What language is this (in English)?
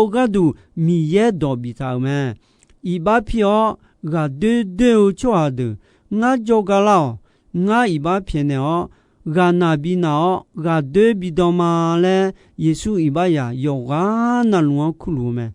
Akha